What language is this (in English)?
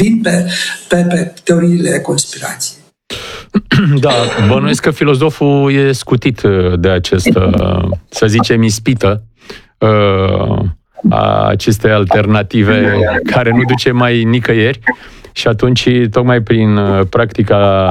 Romanian